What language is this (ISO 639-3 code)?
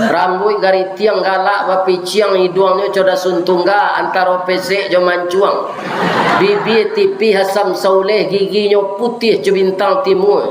min